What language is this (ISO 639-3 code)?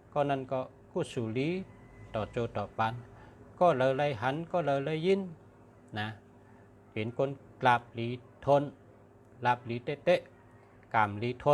shn